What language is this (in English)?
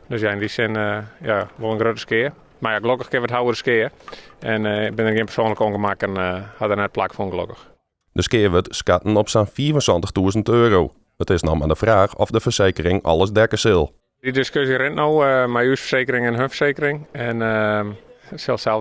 Western Frisian